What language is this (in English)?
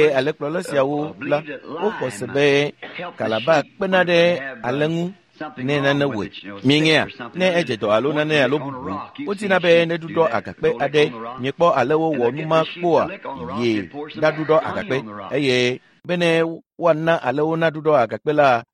Ewe